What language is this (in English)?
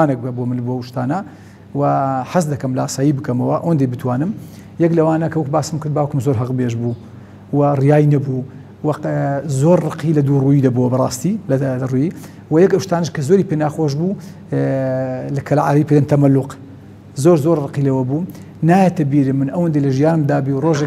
Central Kurdish